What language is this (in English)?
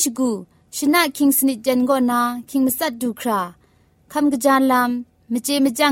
Thai